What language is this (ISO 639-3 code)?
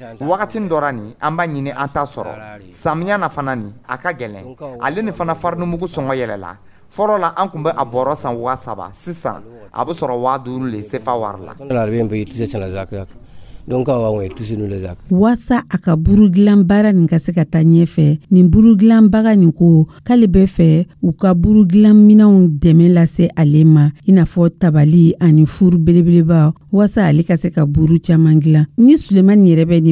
dyu